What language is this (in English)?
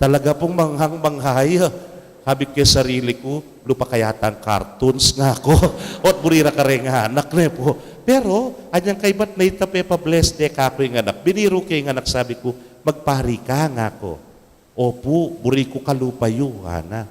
Pampanga